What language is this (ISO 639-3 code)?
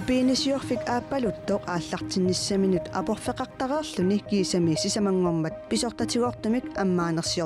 kal